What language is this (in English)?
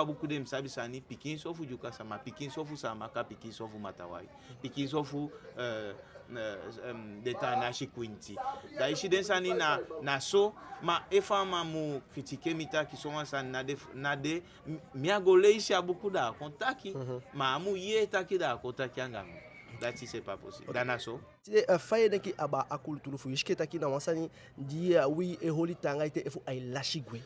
Eastern Maroon Creole